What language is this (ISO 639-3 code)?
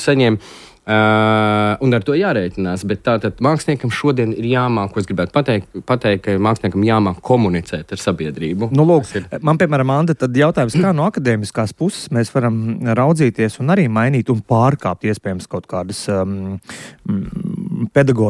lav